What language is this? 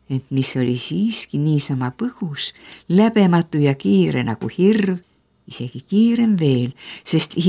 Estonian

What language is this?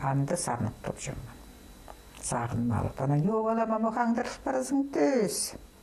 Khakas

